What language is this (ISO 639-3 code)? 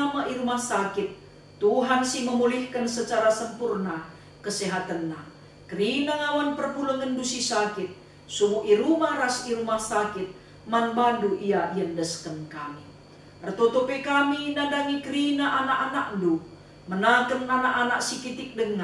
btx